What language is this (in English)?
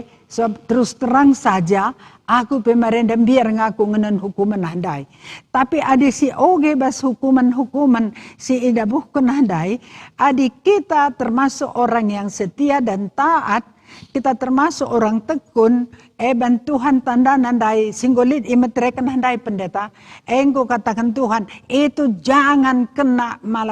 Batak Karo